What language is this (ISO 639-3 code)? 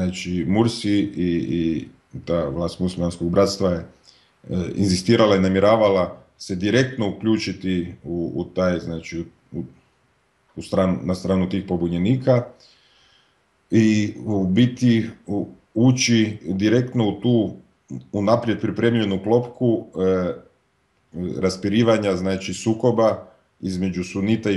hrv